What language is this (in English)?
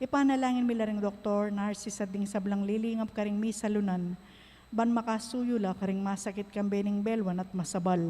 Pampanga